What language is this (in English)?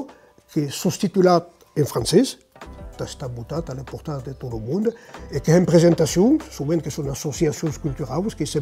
Occitan